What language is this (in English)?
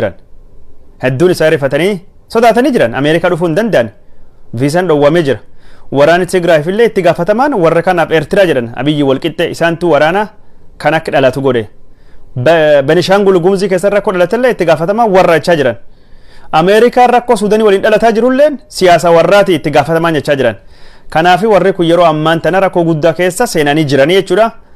Oromo